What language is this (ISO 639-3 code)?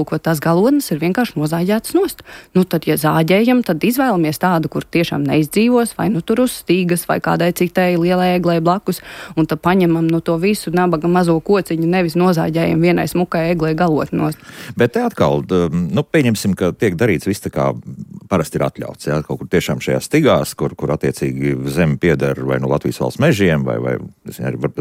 lav